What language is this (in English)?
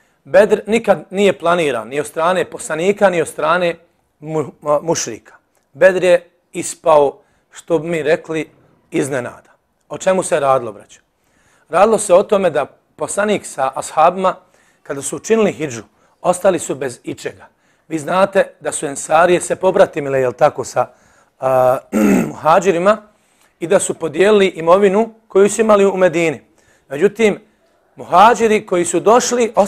Bosnian